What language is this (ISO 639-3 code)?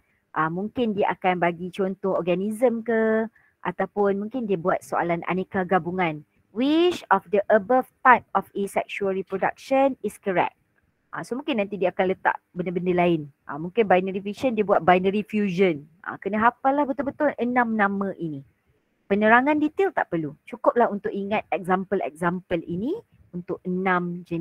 msa